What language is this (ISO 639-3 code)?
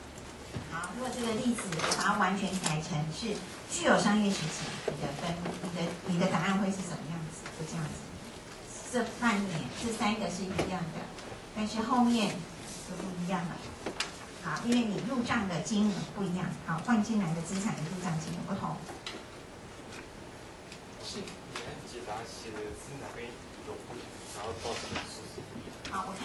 zho